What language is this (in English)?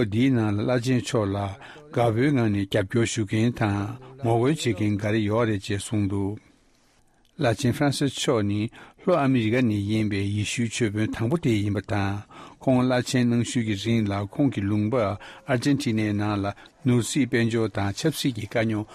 Tibetan